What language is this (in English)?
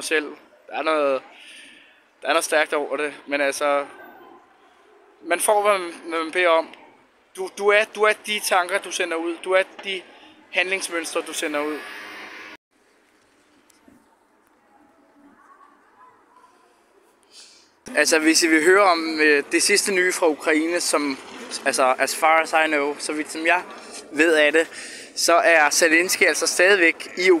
Danish